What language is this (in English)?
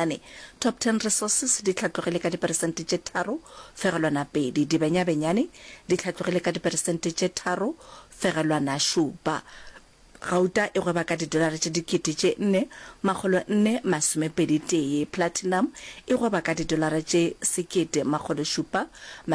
Northern Sotho